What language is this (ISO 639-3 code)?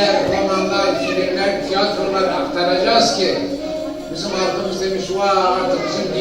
zza